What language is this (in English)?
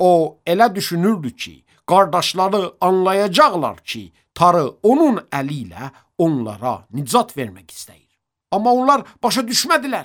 Azerbaijani